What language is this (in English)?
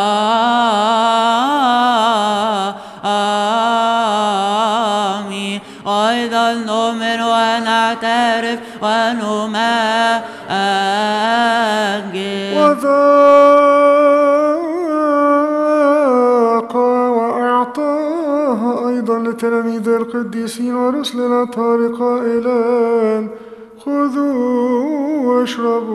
Arabic